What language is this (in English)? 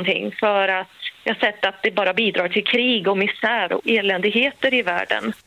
Swedish